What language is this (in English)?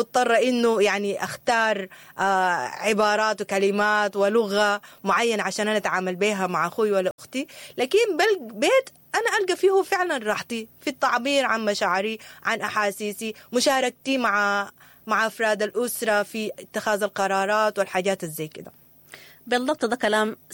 Sudanese Arabic